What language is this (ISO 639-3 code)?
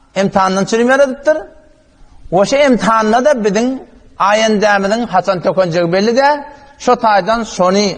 tuk